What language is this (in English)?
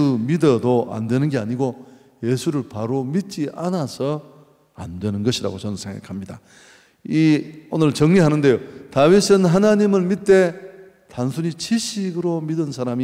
Korean